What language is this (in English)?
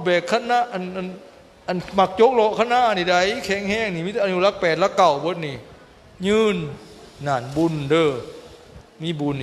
Lao